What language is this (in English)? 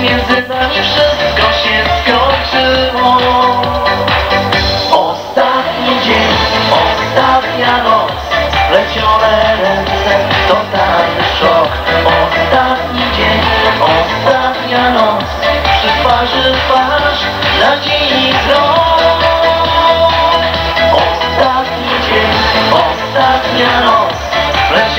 Polish